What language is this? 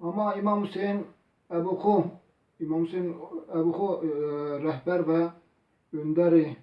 Zaza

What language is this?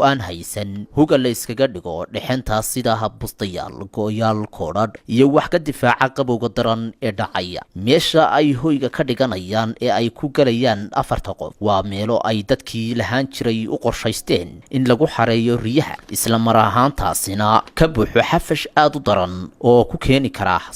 Somali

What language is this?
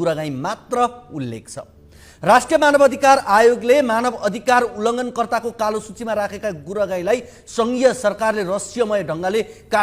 Nepali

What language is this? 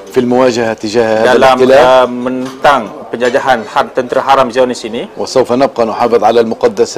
Malay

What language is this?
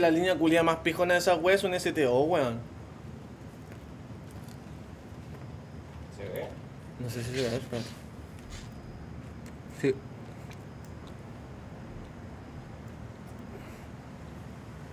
Spanish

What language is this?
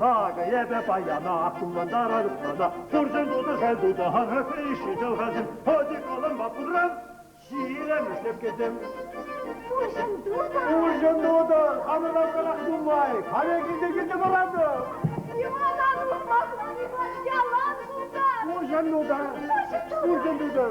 Chuvash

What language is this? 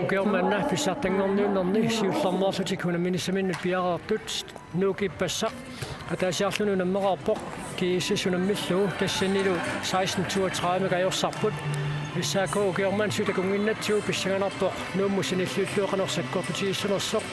Kalaallisut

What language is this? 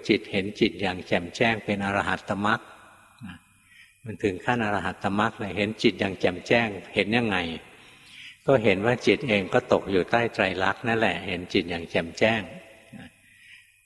Thai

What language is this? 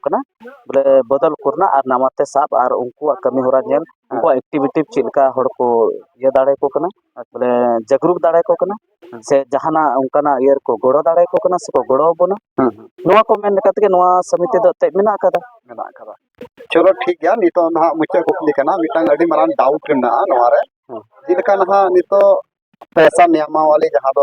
Santali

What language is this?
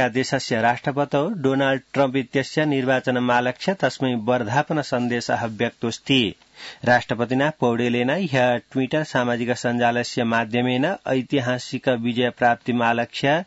Sanskrit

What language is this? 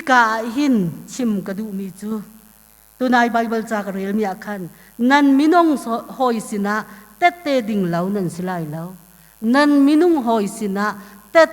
Hakha Chin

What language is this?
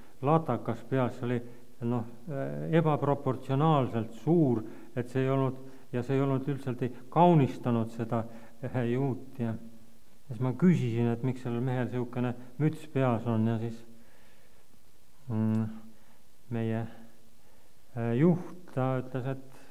Estonian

